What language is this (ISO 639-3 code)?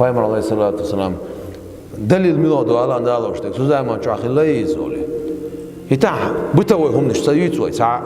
che